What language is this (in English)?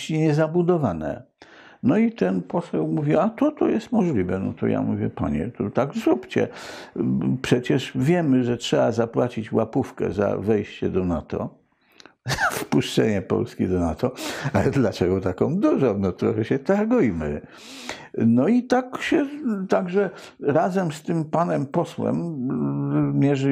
Polish